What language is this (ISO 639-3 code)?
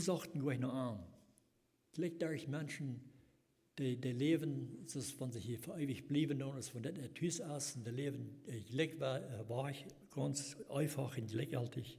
pdt